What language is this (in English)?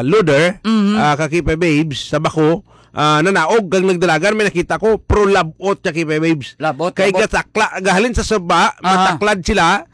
Hiligaynon